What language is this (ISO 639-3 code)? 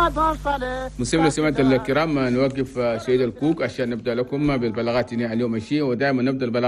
shu